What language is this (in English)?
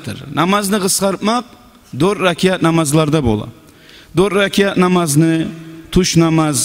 Kumyk